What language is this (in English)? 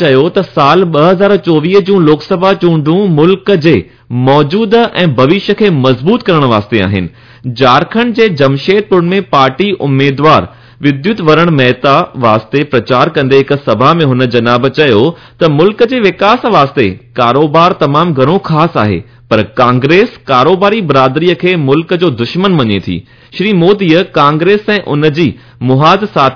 Sindhi